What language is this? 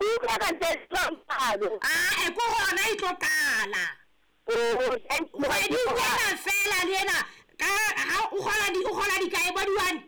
Southern Sotho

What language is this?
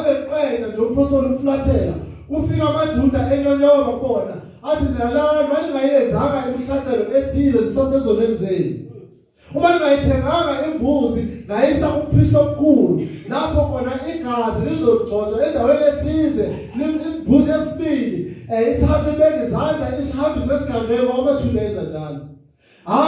Zulu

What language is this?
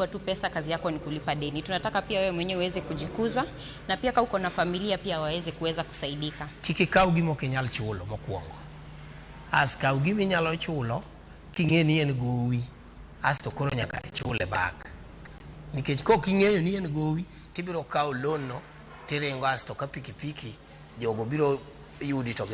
Luo (Kenya and Tanzania)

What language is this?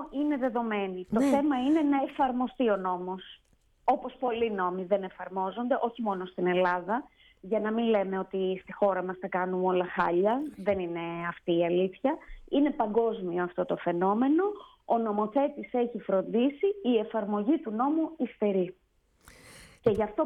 Greek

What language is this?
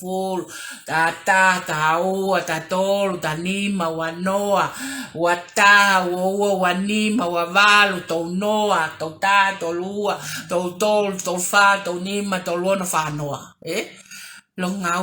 Tongan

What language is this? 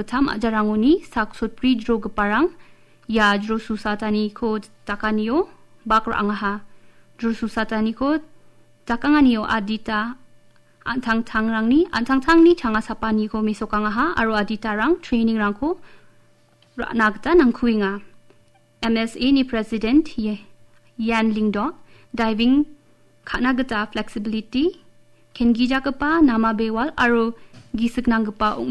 Garo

